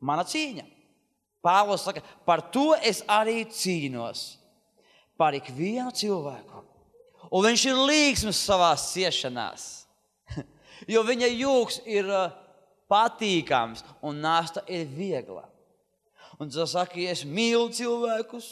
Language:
Latvian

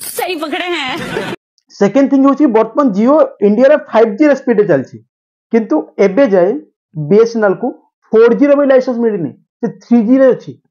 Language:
Odia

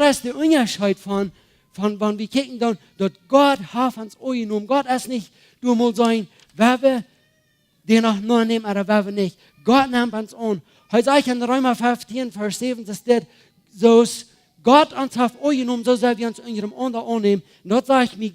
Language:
Plautdietsch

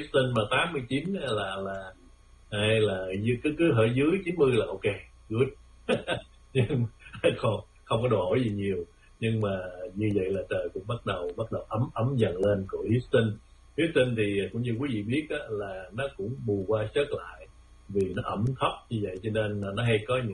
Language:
Vietnamese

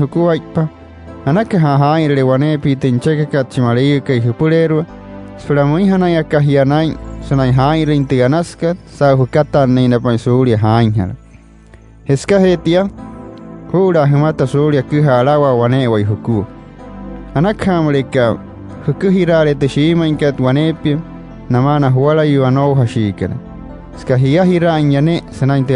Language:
Wayuu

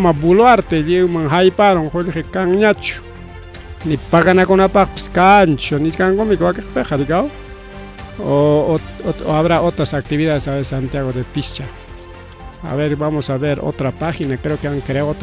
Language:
Ayacucho Quechua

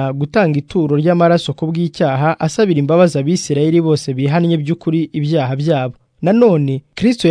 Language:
Kinyarwanda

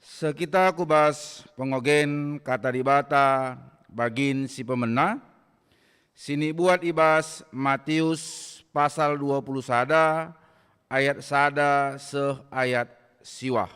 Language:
Batak Karo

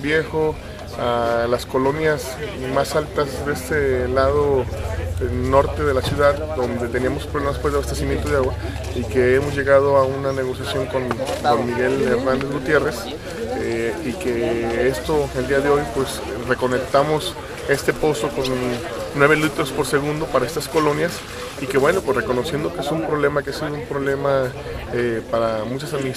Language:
Spanish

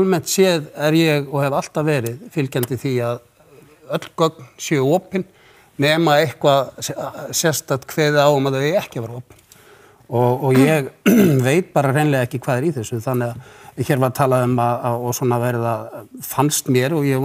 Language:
Icelandic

